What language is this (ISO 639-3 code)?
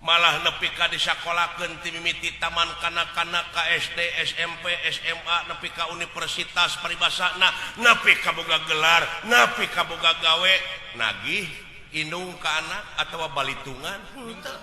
sun